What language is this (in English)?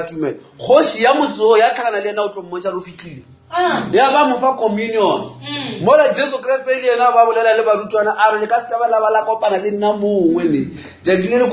Northern Sotho